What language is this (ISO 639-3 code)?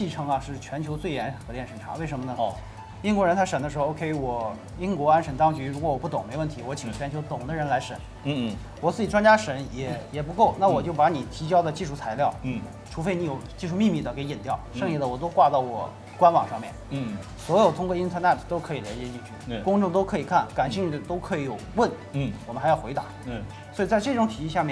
zho